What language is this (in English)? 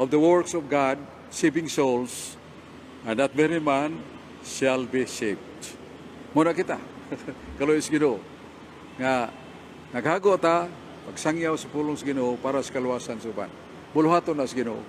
Cebuano